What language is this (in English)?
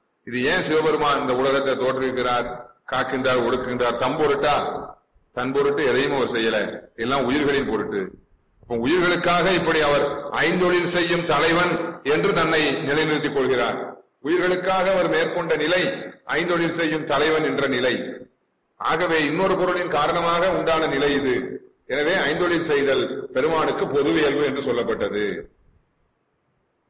Tamil